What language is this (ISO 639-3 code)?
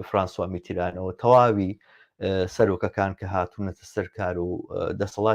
ckb